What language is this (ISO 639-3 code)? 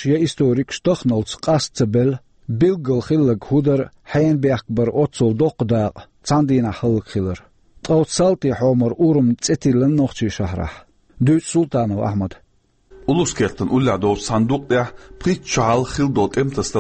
che